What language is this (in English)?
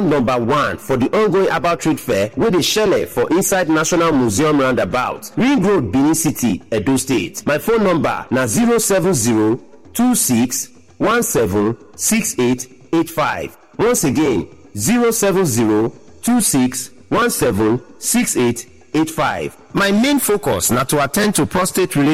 Nigerian Pidgin